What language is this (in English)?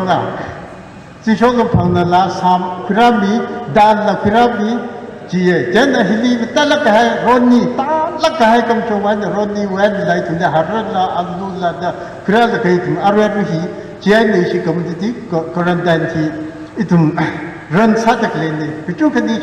Tangkhul Naga (India)